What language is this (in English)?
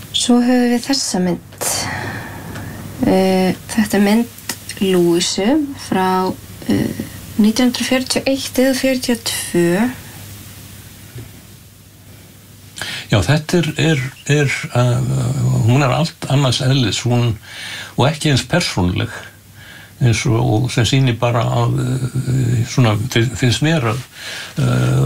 Icelandic